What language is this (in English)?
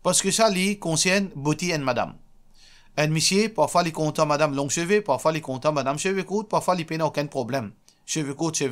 Morisyen